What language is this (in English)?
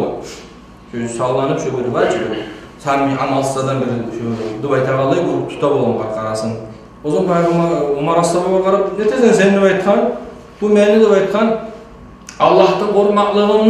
Kumyk